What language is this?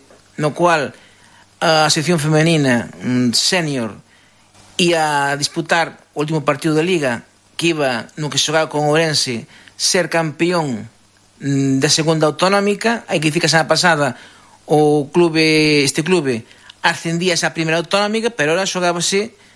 Galician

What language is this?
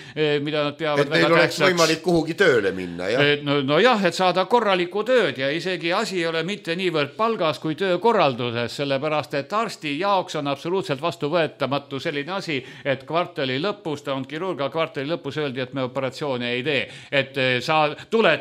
Estonian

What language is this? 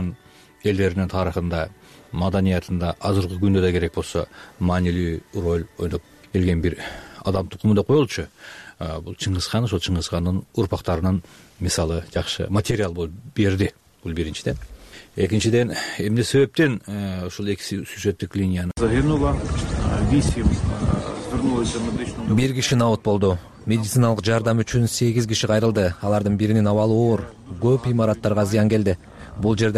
Kyrgyz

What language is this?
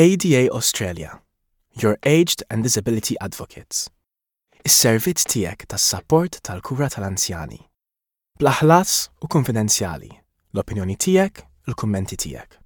Maltese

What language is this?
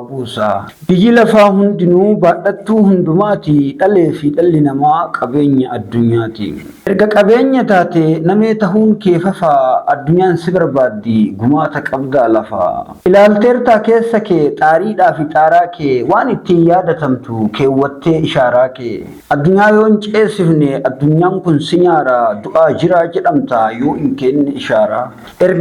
Oromo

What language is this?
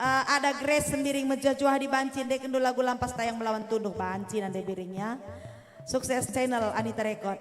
Batak Karo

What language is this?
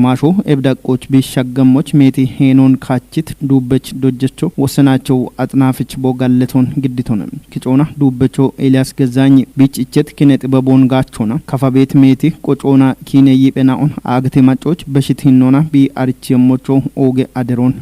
Kafa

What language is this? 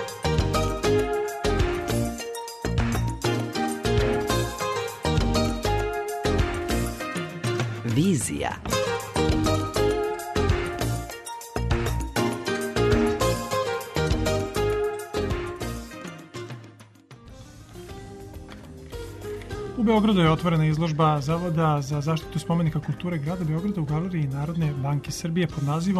Serbian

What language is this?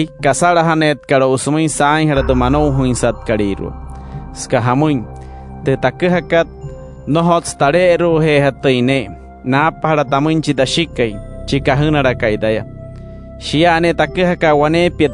Wayuu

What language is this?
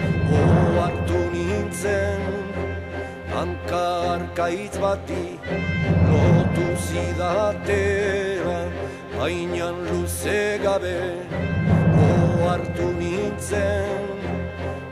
Basque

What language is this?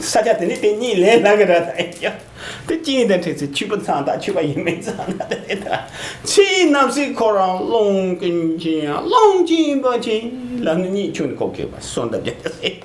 Tibetan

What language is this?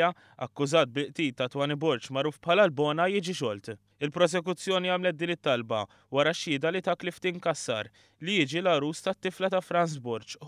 Maltese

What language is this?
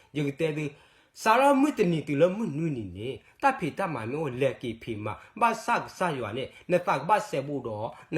S'gaw Karen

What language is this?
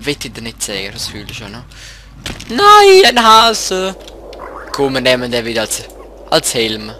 Swiss German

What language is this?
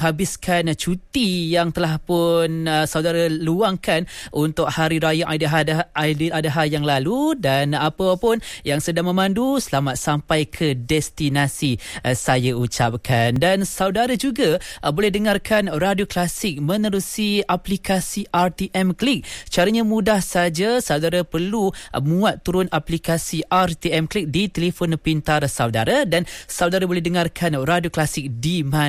Malay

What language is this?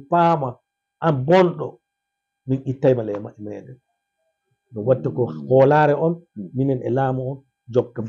Fula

